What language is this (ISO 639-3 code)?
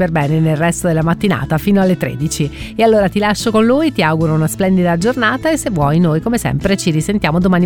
ita